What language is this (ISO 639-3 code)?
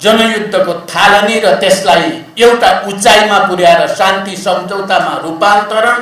nep